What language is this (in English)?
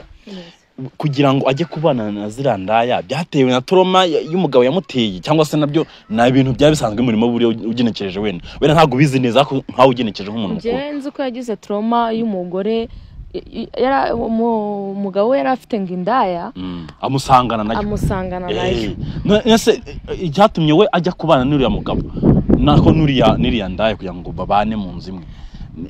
Kinyarwanda